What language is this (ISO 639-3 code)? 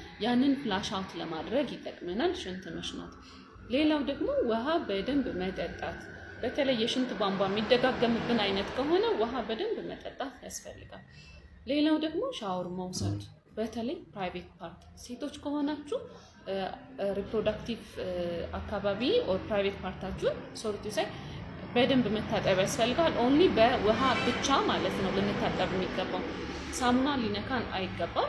amh